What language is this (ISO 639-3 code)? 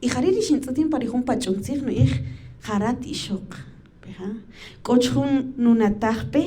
cak